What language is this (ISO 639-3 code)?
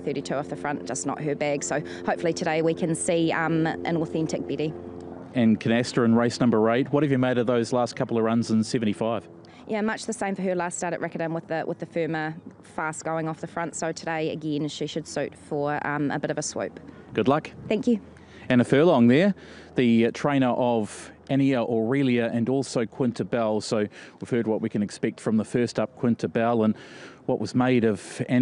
eng